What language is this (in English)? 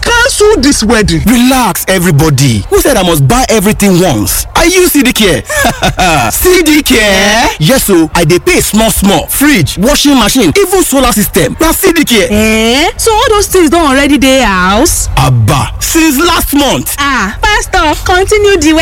Yoruba